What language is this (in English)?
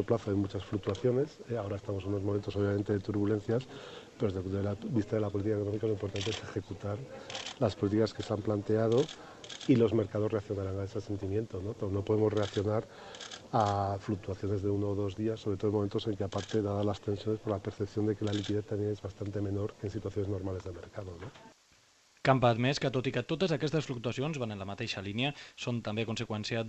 Catalan